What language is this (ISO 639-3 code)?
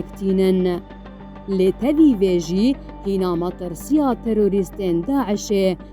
kur